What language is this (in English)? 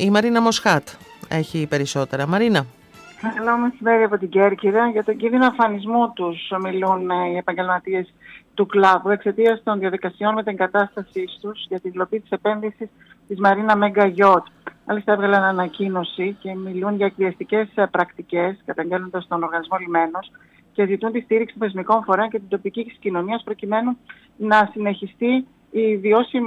Greek